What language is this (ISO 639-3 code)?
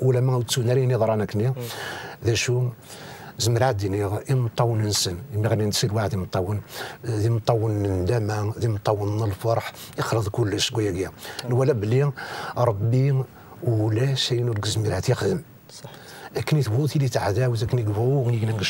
kab